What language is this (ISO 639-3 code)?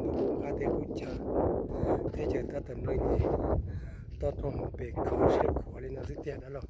hmn